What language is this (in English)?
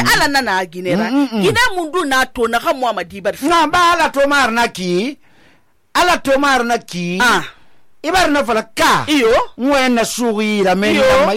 Susu